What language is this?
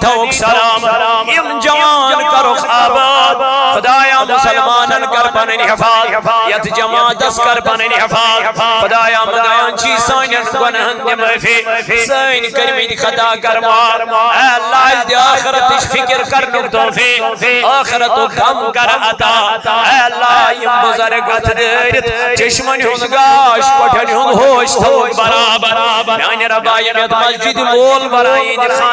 Kashmiri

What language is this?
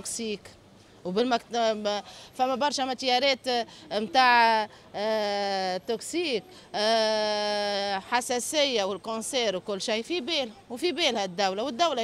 Tunisian Arabic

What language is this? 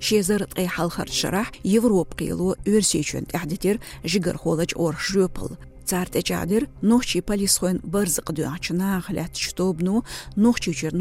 Chechen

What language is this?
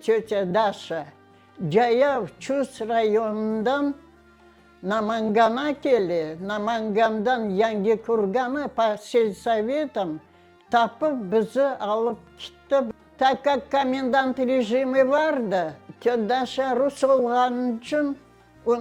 Crimean Tatar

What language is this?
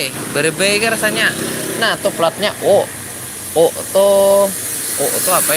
Banjar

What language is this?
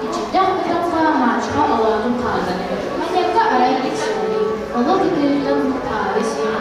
Yakut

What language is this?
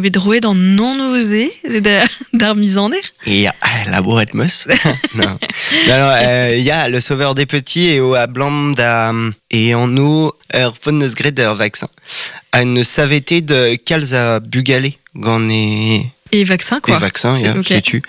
Breton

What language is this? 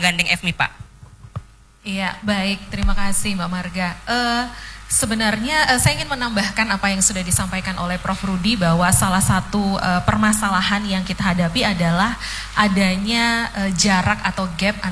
Indonesian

